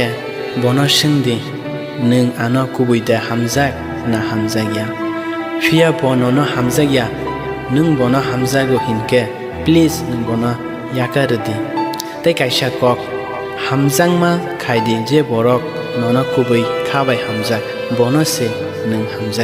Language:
Kok Borok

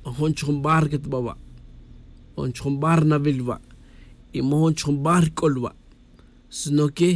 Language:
Tz'utujil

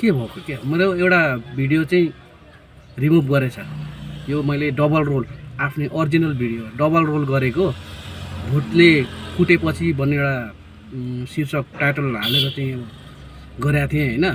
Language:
Nepali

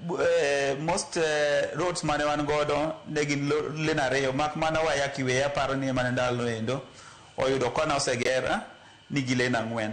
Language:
Luo (Kenya and Tanzania)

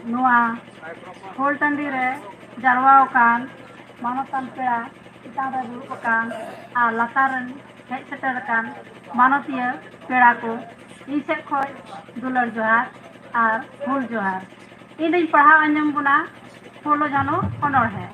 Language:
Santali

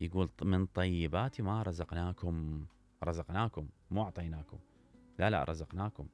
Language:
Mesopotamian Arabic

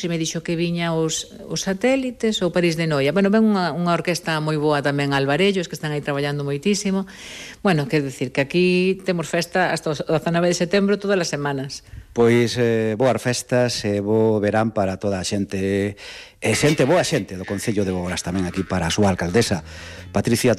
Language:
Galician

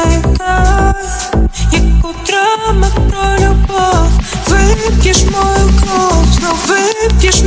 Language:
Ukrainian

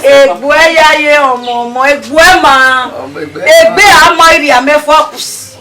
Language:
Bini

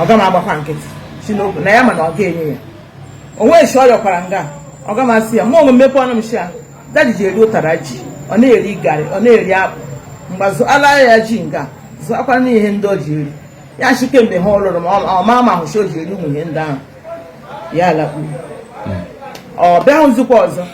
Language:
Igbo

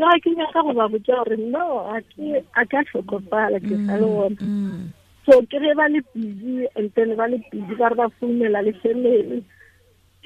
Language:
Tswana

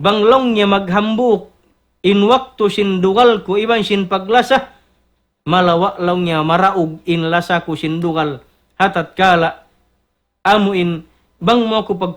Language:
Tausug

